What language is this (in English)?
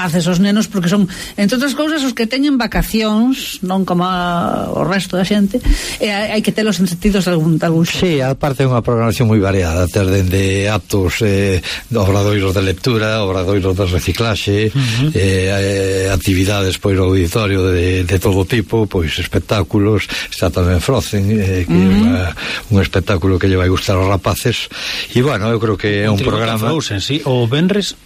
Galician